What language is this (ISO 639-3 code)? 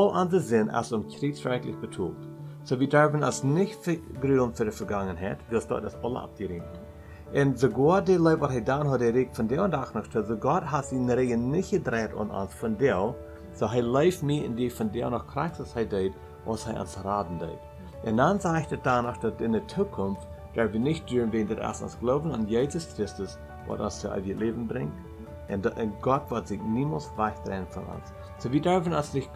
pdt